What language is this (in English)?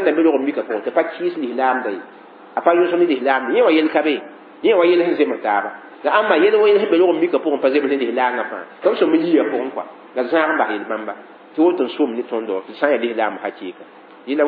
Mossi